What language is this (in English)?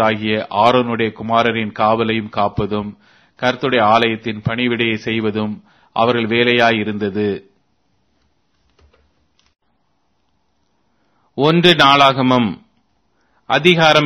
Tamil